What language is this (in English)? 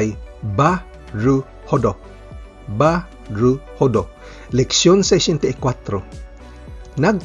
Cebuano